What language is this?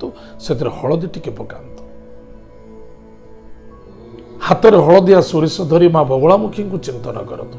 Odia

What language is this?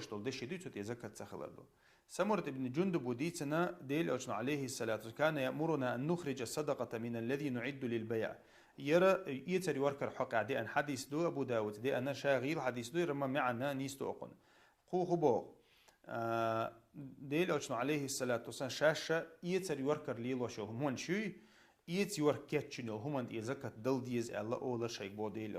Chechen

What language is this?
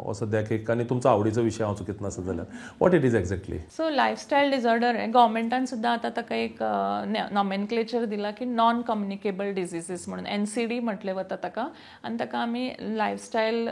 Konkani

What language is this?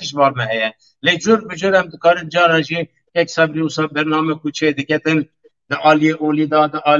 Kurdish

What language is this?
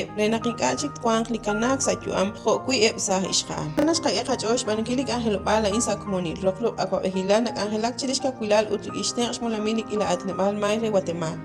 Kekchí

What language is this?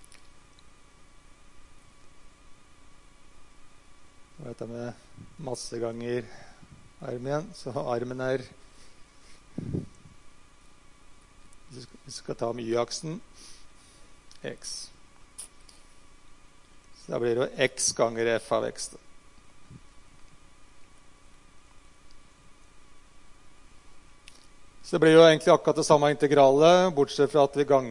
Norwegian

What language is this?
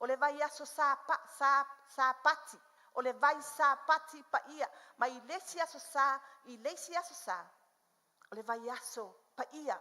Samoan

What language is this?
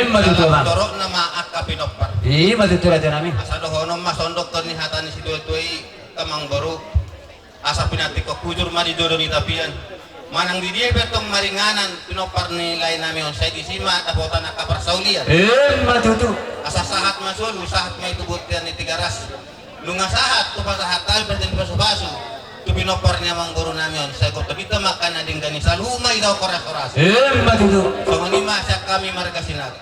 Batak Toba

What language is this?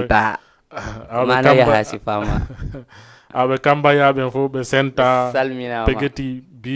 Fula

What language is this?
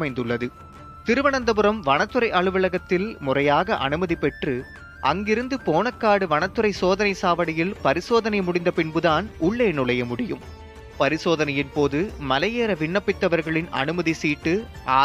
Tamil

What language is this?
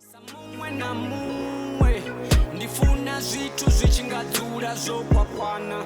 Venda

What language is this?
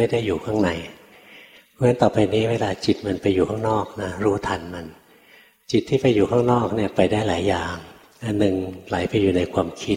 Thai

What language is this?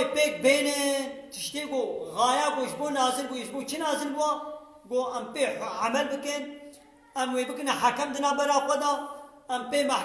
Kurdish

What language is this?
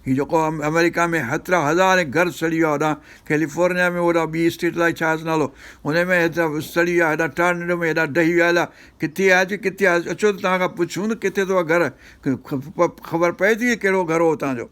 Sindhi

